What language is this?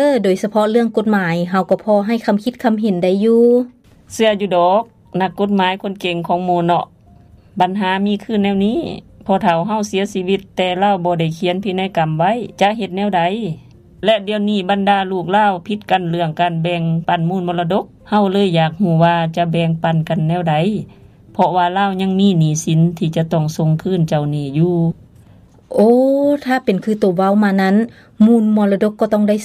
Lao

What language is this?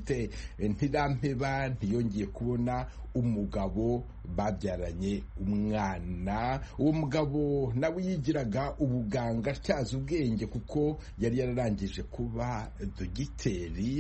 Kinyarwanda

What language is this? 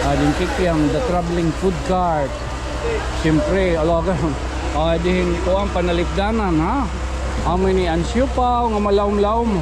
Waray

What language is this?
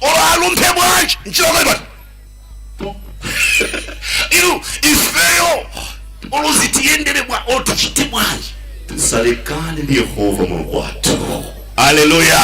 Nyanja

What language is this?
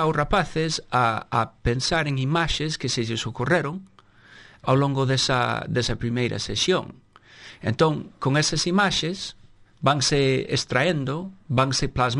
Galician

